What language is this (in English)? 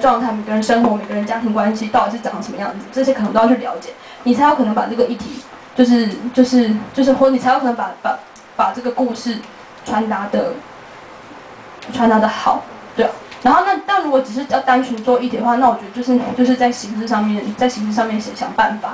Chinese